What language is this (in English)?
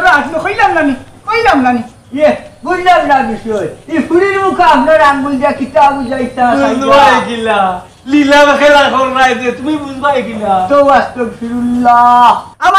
Sylheti